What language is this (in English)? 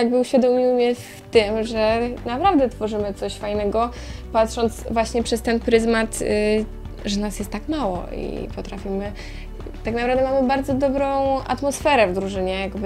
Polish